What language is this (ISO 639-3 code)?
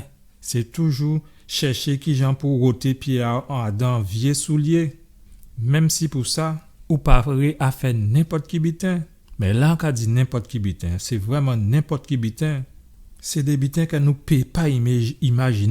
gcf